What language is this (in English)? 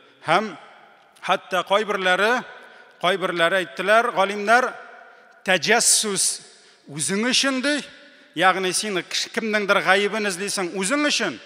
Tatar